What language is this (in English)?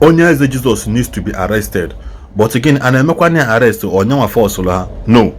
Igbo